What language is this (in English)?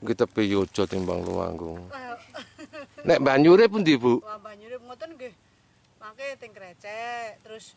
Javanese